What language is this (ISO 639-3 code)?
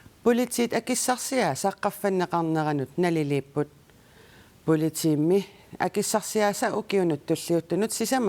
kal